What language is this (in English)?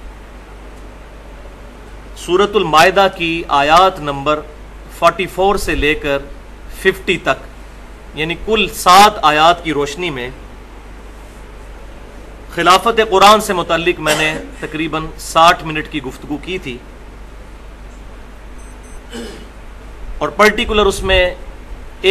Urdu